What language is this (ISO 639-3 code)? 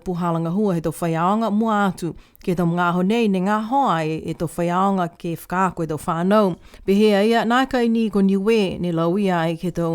niu